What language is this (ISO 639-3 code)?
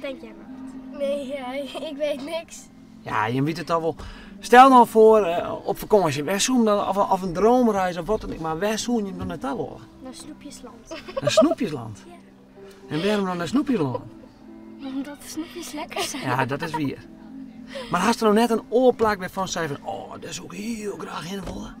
fry